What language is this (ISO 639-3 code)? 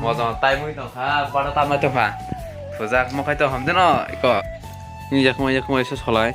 trp